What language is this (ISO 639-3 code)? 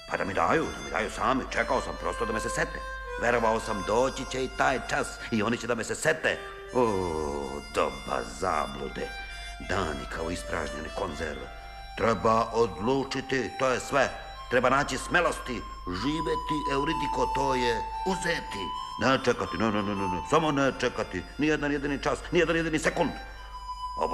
srp